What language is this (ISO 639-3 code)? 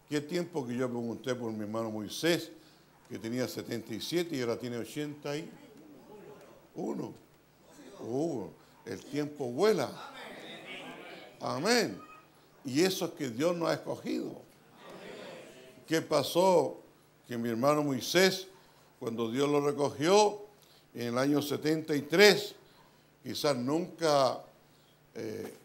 spa